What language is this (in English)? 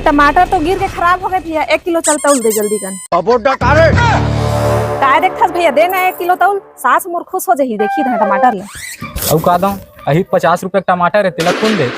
Chhattisgarhi